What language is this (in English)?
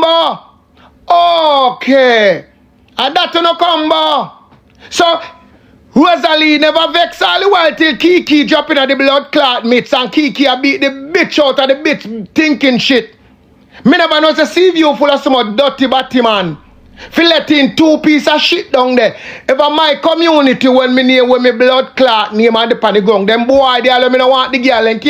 Jamaican Creole English